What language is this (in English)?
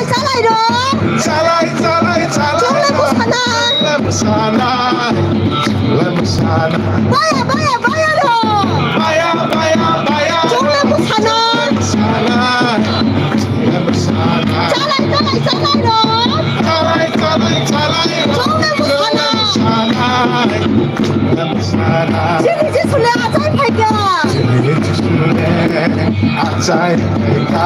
Kok Borok